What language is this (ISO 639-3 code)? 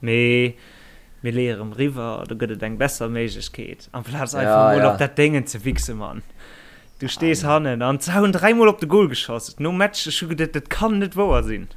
ltz